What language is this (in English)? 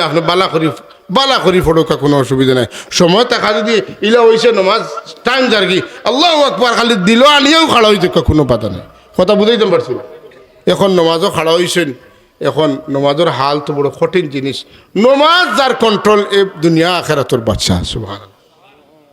Sylheti